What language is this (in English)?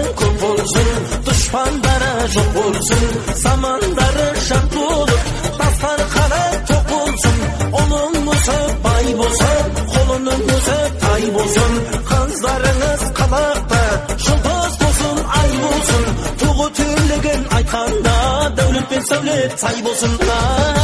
Kazakh